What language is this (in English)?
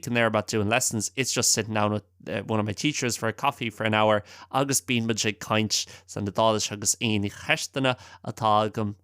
Irish